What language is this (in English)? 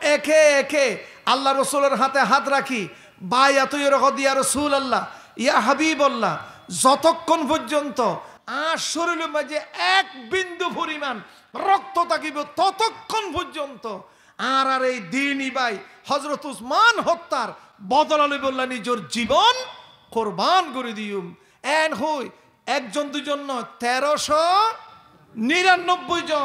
Rohingya